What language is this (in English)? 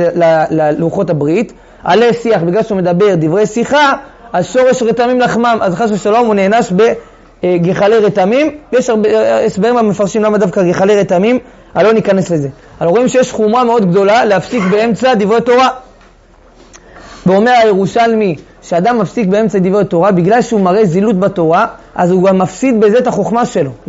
Hebrew